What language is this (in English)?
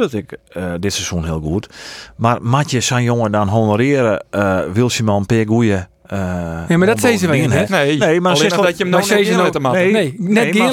Western Frisian